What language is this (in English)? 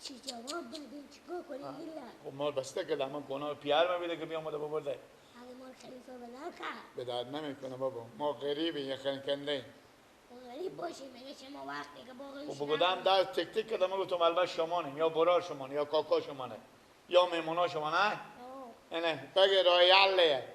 Persian